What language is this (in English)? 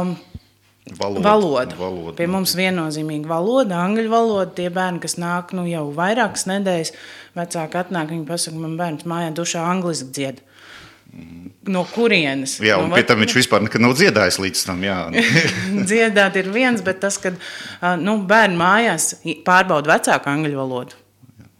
Latvian